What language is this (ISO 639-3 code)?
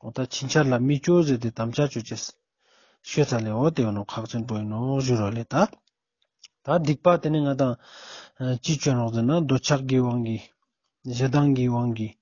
lbj